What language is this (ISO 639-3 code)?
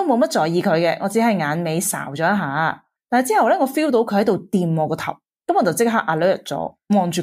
yue